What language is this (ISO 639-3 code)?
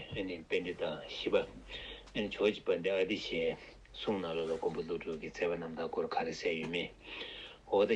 bod